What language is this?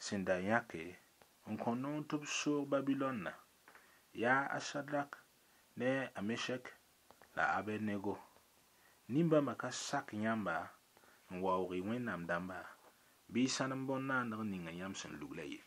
Mossi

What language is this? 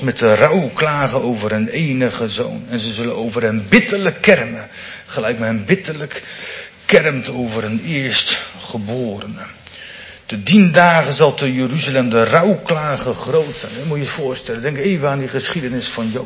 Dutch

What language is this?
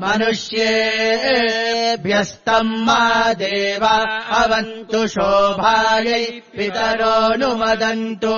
Sanskrit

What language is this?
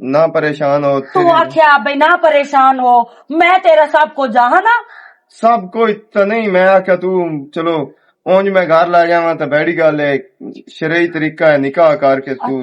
Western Panjabi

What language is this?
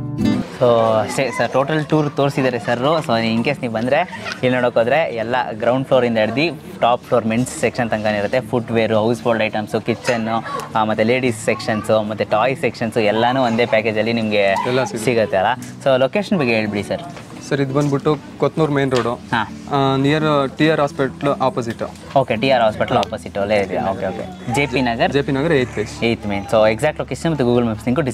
Kannada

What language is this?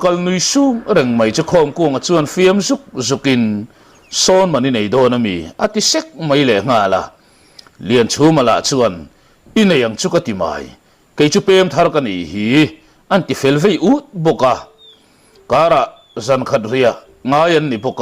Mizo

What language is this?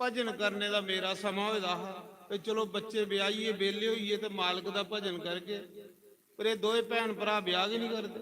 Dogri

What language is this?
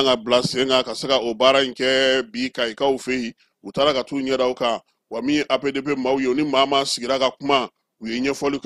Bambara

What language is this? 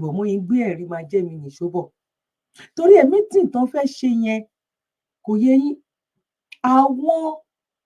Yoruba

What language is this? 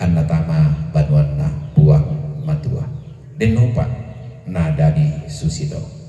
Toraja-Sa'dan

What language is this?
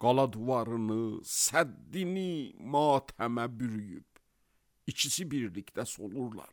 Azerbaijani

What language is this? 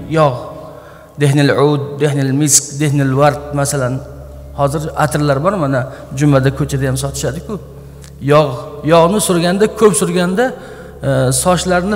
Uzbek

